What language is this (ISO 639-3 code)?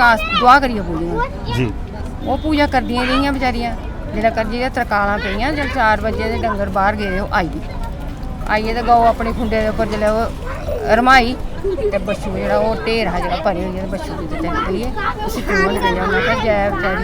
doi